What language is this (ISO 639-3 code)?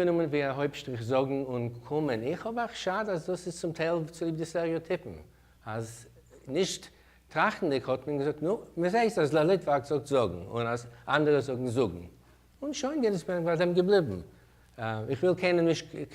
yid